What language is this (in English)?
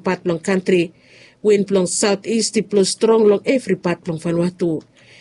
Bislama